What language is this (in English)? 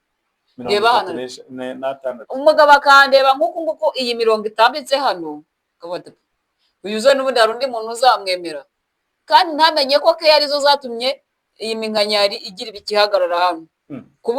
Kinyarwanda